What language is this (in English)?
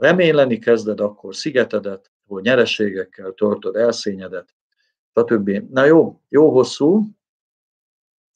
Hungarian